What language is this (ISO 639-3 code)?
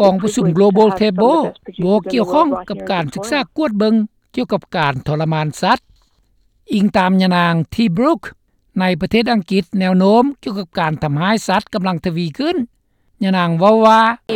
lao